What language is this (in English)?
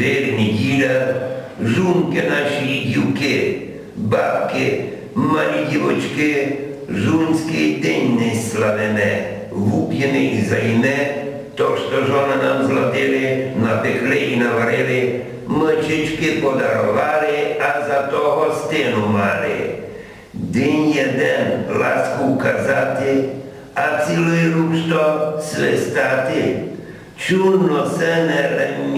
Rusyn